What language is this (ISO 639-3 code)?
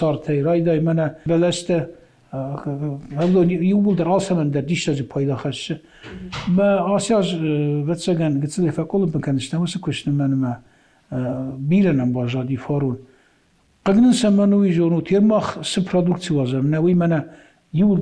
oss